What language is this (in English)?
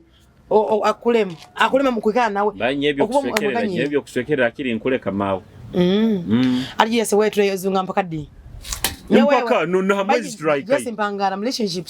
Nyoro